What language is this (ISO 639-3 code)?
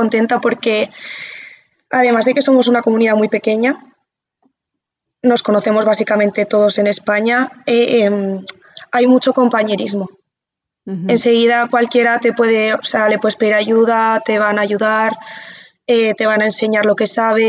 spa